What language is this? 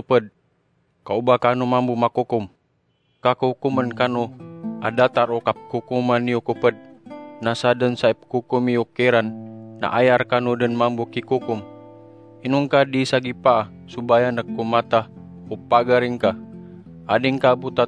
Maranao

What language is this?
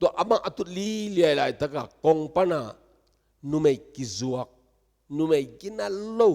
Tedim Chin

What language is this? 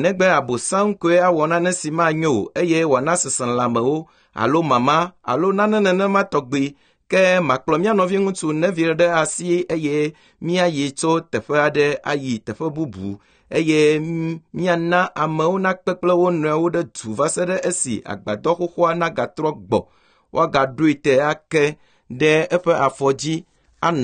Ewe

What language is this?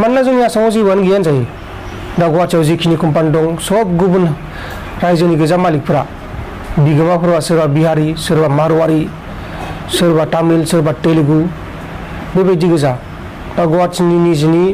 Bodo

